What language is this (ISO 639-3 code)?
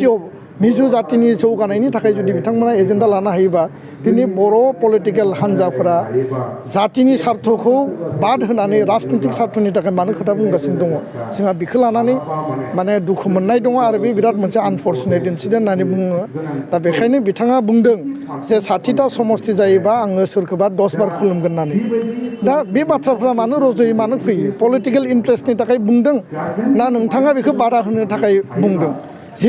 brx